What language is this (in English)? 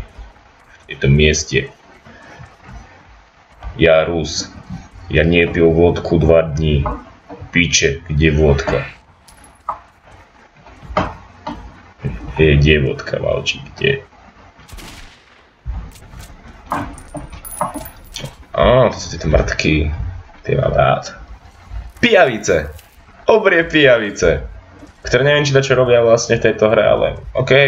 Slovak